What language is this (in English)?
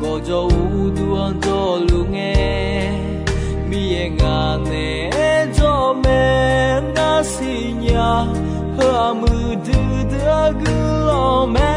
Akha